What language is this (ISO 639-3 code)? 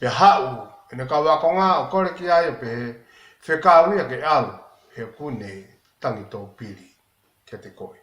ton